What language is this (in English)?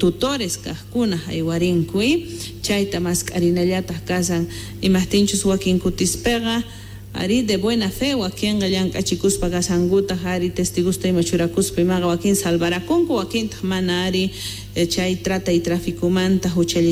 South Bolivian Quechua